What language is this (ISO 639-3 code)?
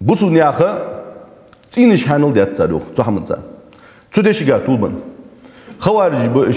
inh